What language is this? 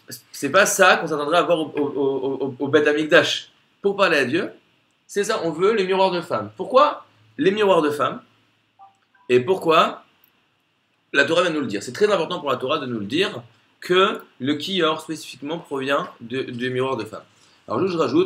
French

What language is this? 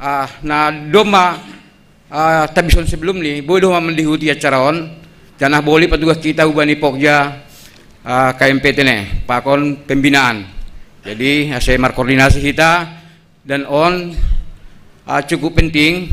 Batak Simalungun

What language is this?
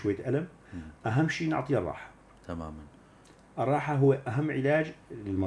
North Levantine Arabic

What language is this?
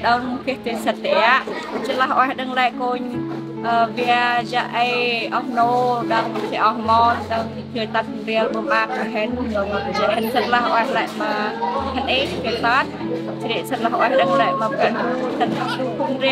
Central Mnong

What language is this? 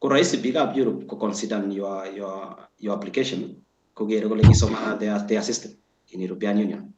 Kalenjin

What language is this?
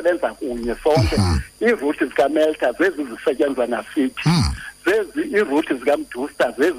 Xhosa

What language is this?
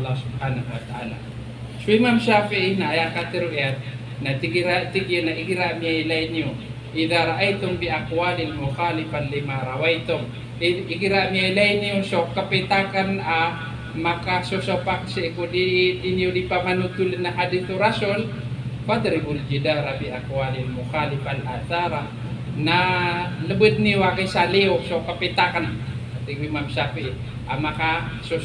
Maranao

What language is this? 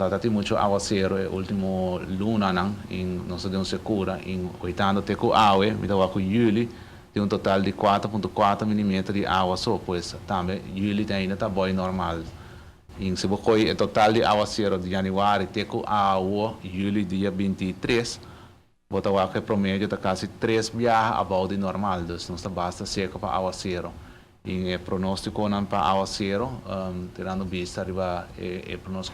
Papiamento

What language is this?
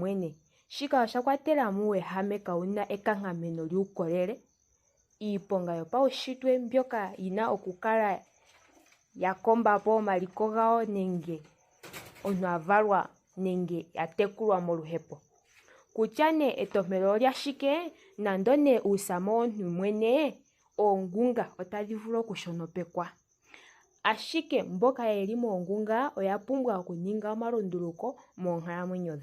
Ndonga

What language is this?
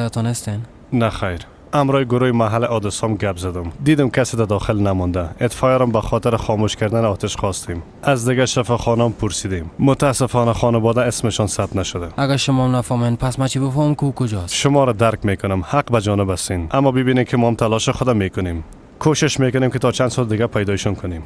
Persian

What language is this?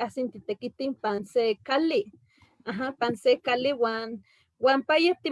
Eastern Huasteca Nahuatl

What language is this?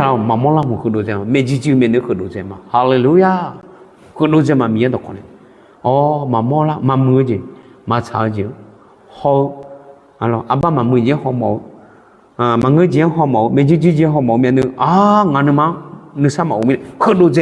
Akha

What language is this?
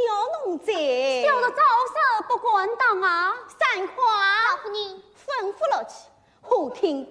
Wu Chinese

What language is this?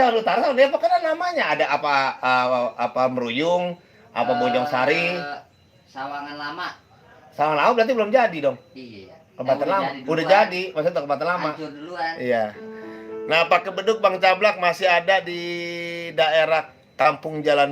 Betawi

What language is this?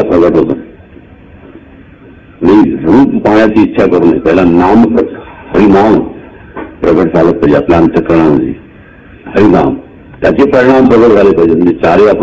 Marathi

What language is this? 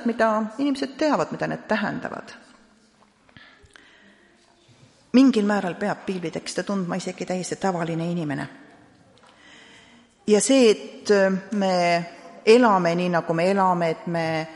Estonian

